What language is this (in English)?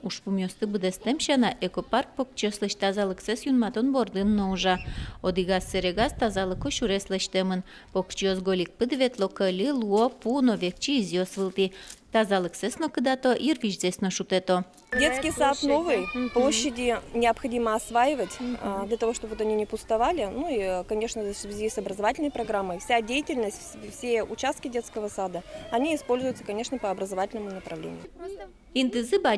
Udmurt